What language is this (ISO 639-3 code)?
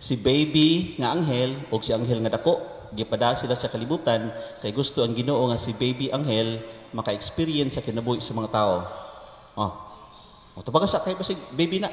ceb